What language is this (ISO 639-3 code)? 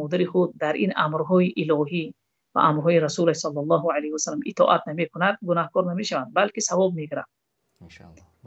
tgk